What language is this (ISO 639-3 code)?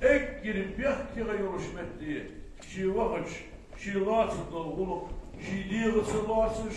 inh